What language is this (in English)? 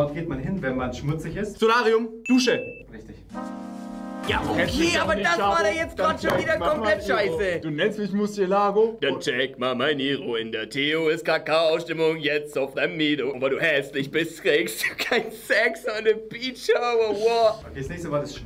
German